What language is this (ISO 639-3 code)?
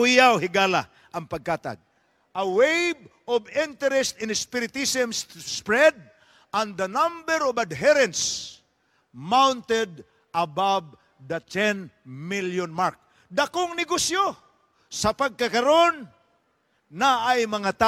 ceb